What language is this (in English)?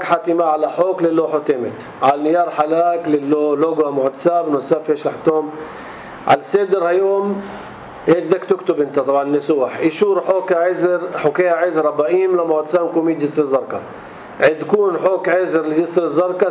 North Levantine Arabic